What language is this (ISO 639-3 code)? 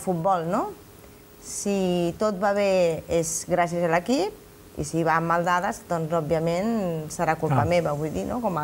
cat